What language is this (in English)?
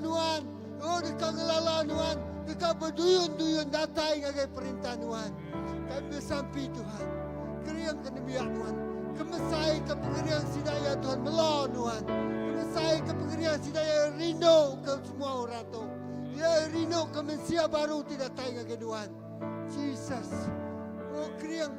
Iban